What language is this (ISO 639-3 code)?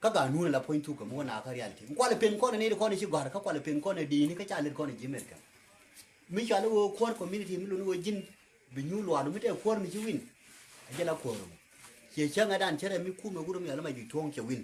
nus